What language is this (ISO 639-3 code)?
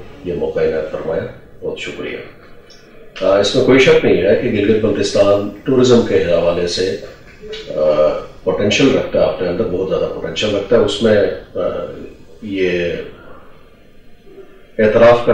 urd